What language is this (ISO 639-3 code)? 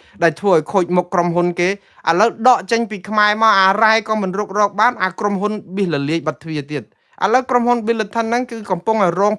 khm